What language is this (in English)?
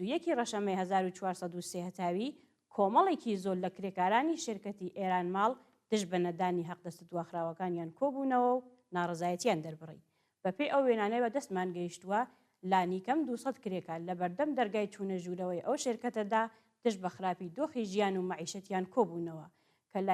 Central Kurdish